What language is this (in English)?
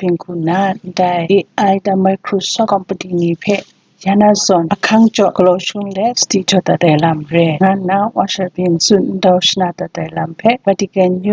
Kachin